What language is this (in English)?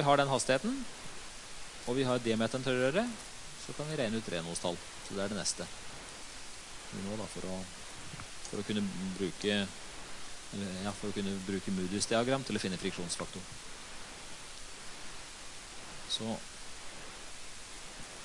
Norwegian